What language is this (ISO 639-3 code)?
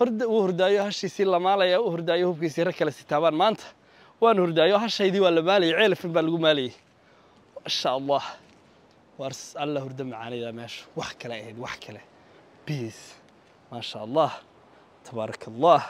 som